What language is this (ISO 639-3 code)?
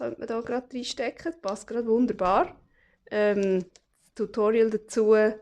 gsw